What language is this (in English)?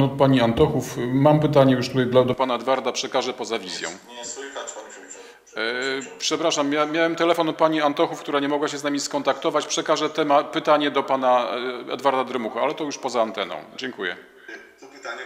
Polish